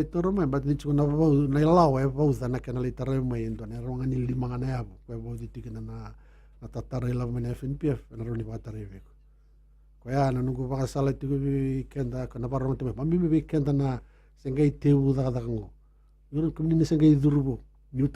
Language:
Fijian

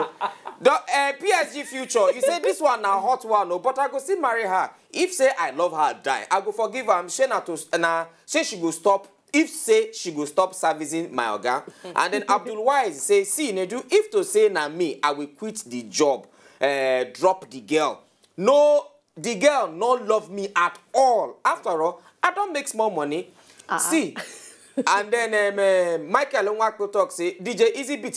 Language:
Nigerian Pidgin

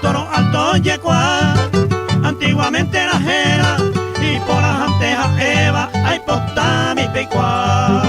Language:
Guarani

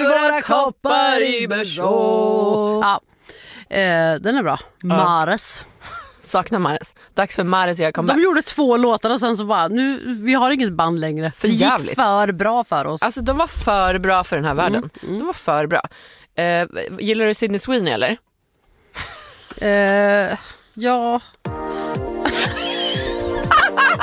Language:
Swedish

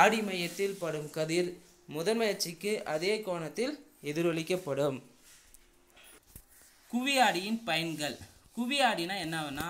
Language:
Tamil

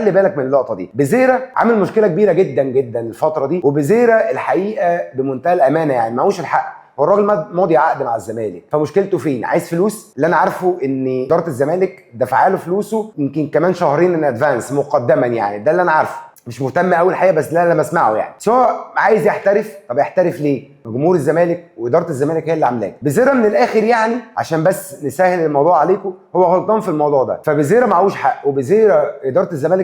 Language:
Egyptian Arabic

